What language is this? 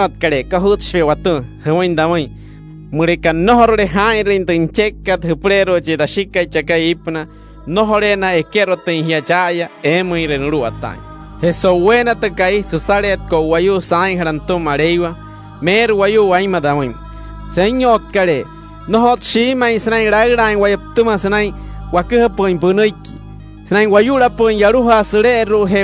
Wayuu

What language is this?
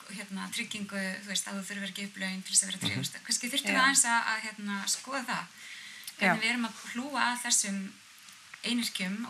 Icelandic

